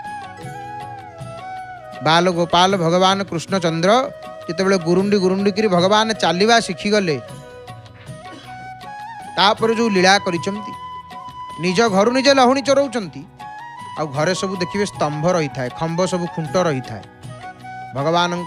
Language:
Odia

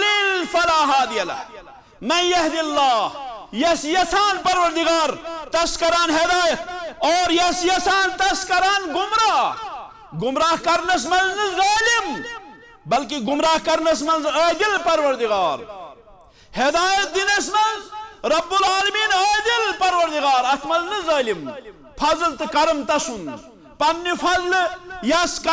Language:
Kashmiri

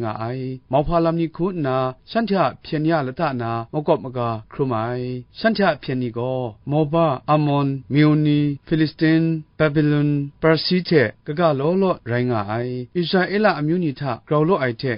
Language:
Kachin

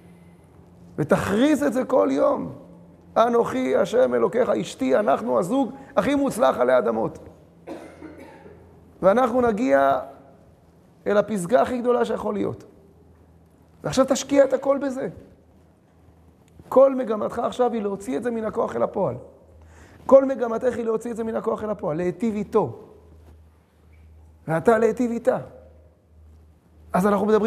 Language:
Hebrew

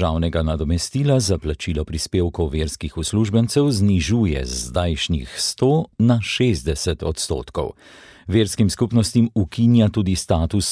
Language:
Slovenian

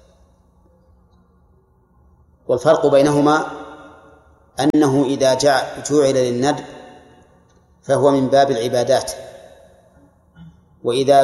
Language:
Arabic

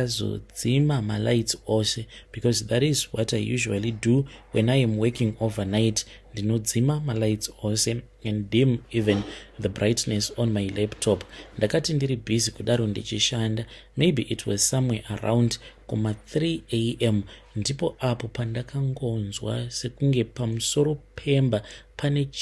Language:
Shona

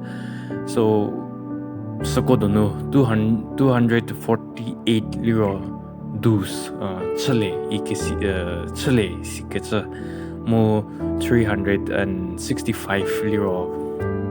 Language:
Angami Naga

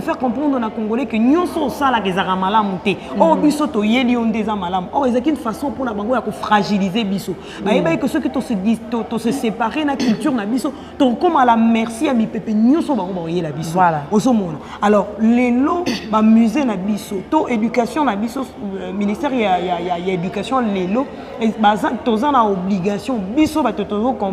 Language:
Lingala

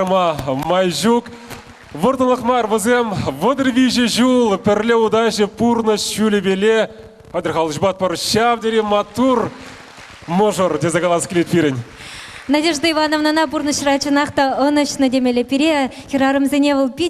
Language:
Chuvash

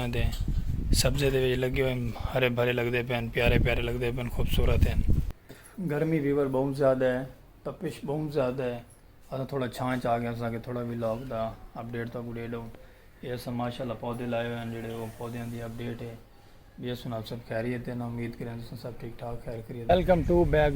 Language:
Saraiki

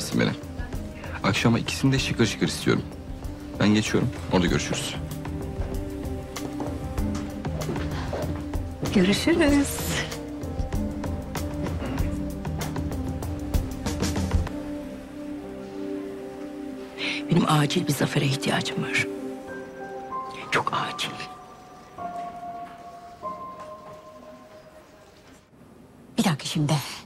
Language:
Turkish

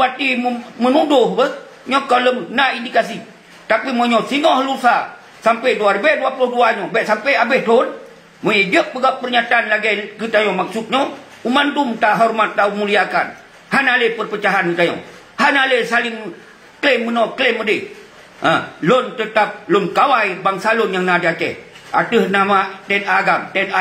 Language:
Achinese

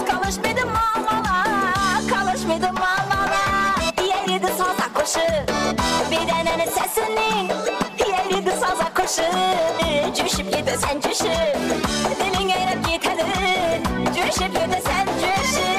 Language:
Kara-Kalpak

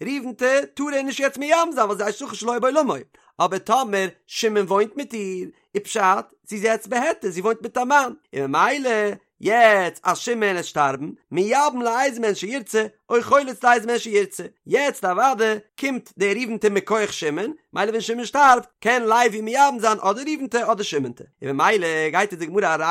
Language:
Yiddish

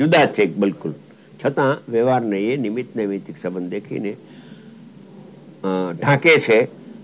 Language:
Gujarati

